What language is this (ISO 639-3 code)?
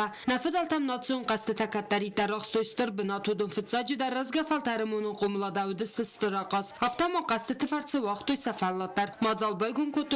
oss